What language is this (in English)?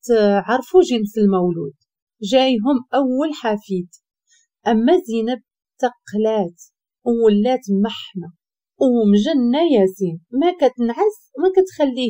Moroccan Arabic